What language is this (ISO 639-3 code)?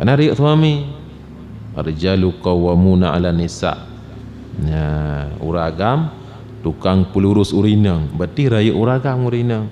ace